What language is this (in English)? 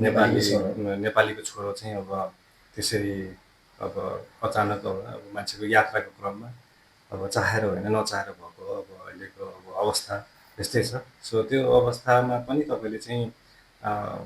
Nepali